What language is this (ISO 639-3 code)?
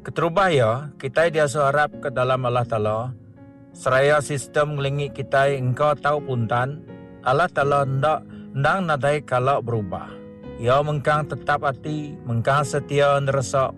iba